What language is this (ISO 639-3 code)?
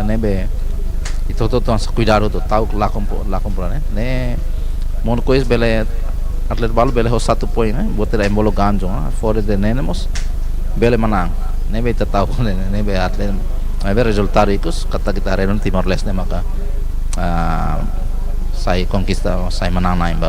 tet